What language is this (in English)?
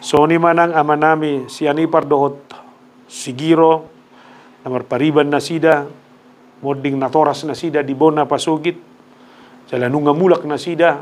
Batak Toba